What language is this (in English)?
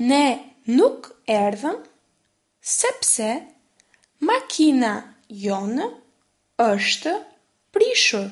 Albanian